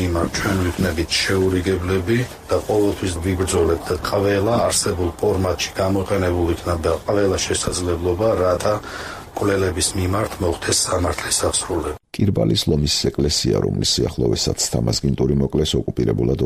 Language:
Georgian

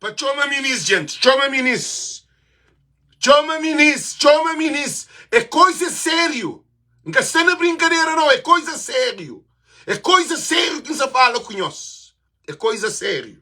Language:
Kabuverdianu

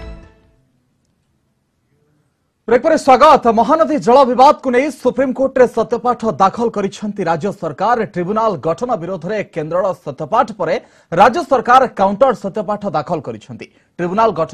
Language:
Odia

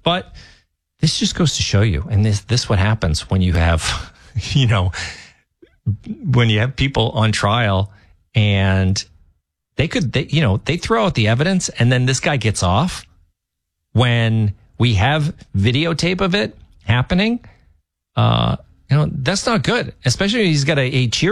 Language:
English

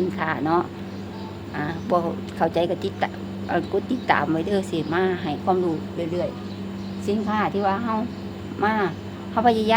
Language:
Lao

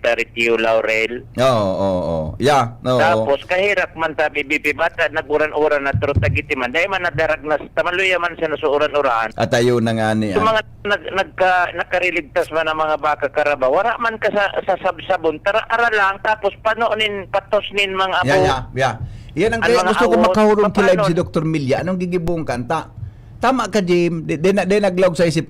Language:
Bikol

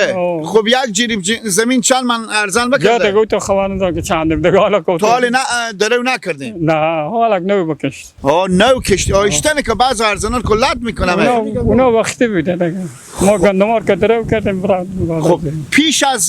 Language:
Persian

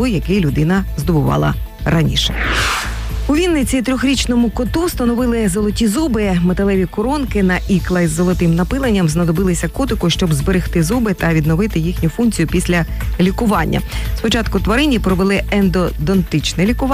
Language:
Ukrainian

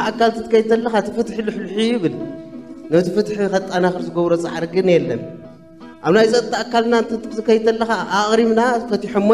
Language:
Tigrinya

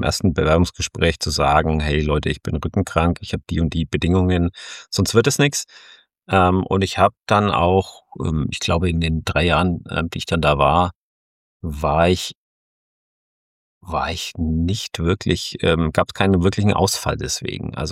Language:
German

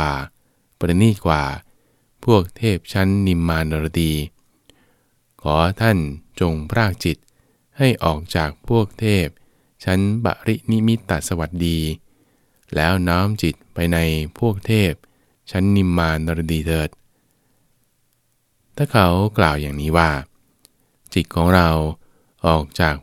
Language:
Thai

